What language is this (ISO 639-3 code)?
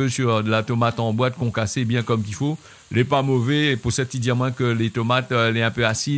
rcf